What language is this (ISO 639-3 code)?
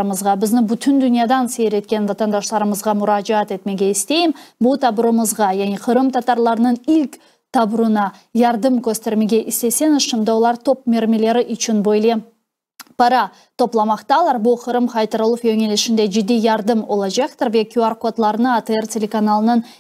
crh